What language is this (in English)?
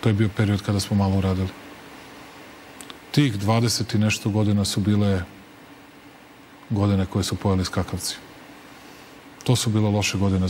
Serbian